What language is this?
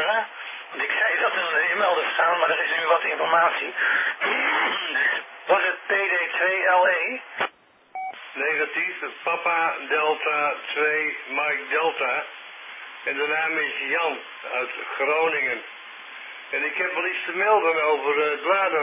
Dutch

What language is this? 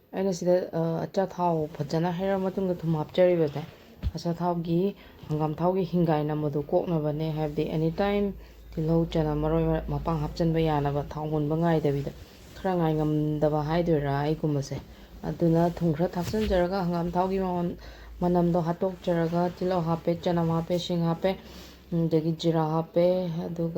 Manipuri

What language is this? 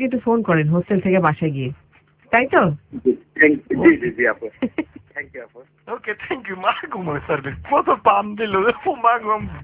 Bangla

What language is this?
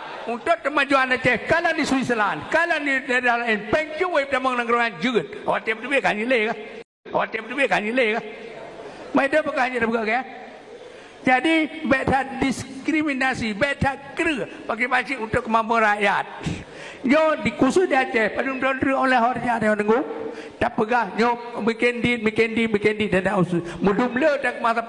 Achinese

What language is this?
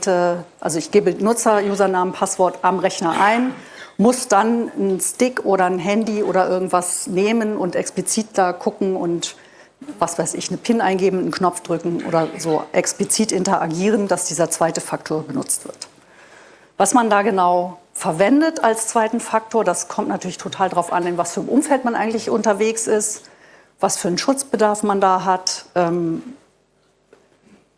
German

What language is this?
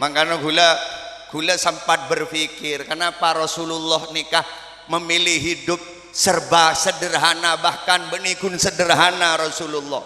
Madurese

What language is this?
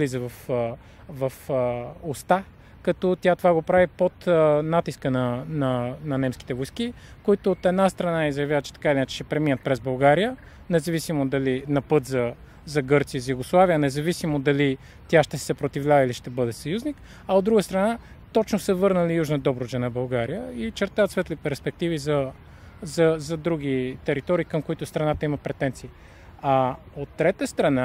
Bulgarian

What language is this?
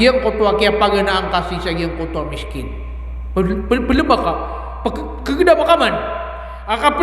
Maranao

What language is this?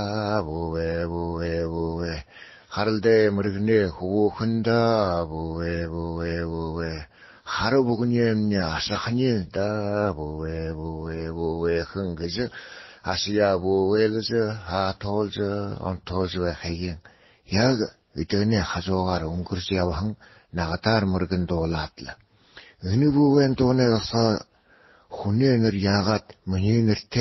Buriat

